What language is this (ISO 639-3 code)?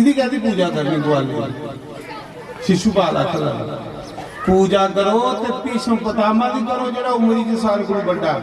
doi